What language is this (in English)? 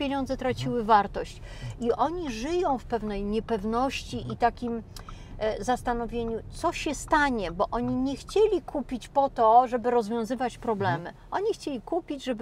Polish